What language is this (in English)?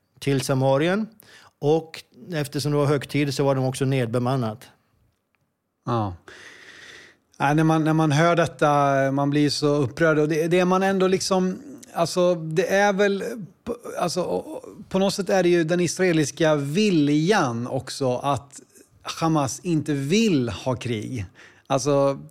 Swedish